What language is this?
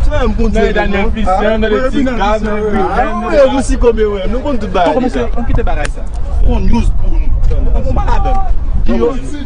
Haitian Creole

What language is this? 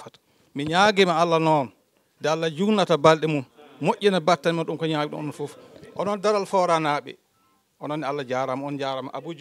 Fula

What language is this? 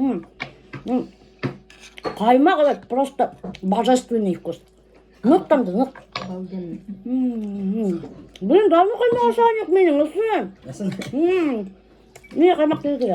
Bashkir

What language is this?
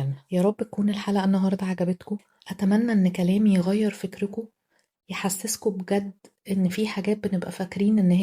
Egyptian Arabic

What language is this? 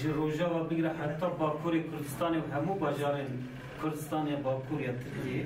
Kurdish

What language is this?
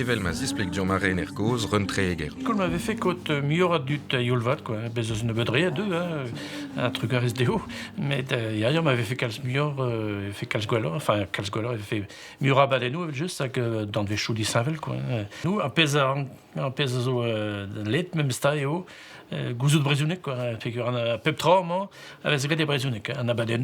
Breton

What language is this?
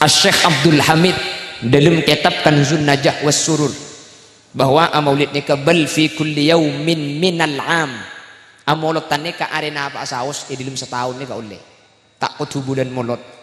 Madurese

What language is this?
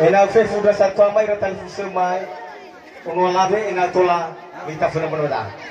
Nias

